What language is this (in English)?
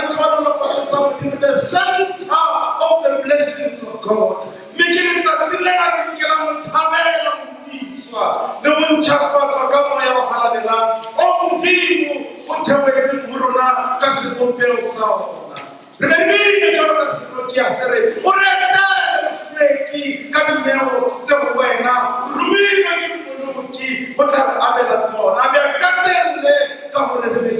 Southern Sotho